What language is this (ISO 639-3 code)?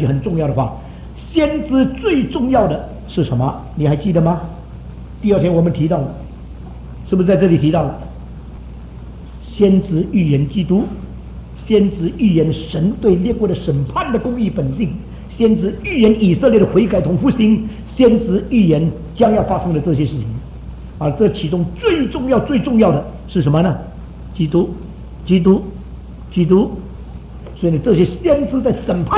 zho